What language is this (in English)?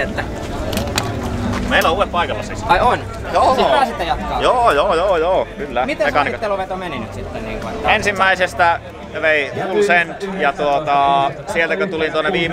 Finnish